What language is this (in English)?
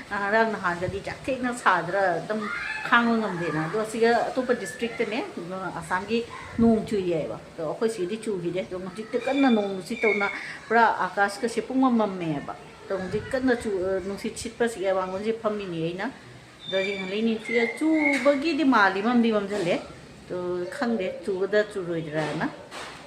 Manipuri